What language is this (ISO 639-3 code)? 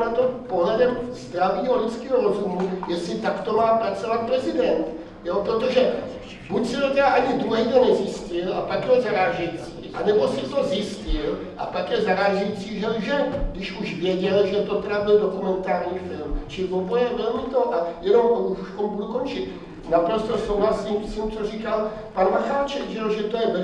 ces